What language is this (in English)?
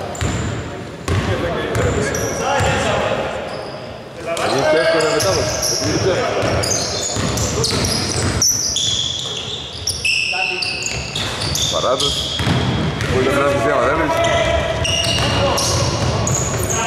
Greek